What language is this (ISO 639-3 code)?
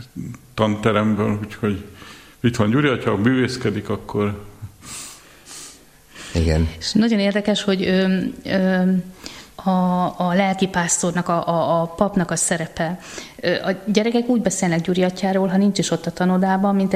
hun